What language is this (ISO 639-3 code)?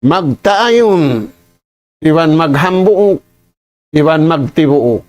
tsg